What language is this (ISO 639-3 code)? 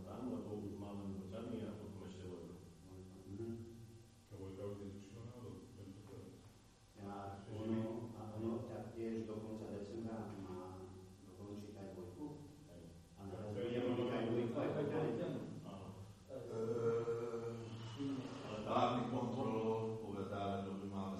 slk